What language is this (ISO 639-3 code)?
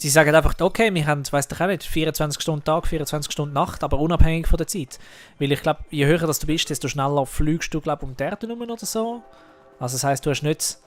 gsw